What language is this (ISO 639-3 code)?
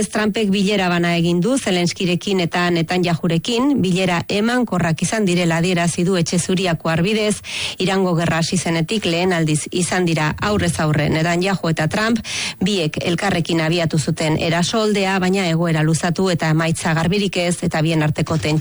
eus